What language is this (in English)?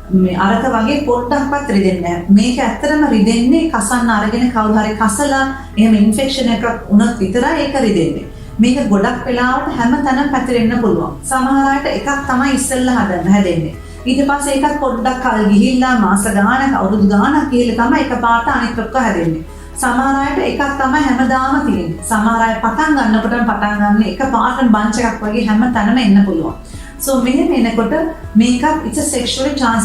Sinhala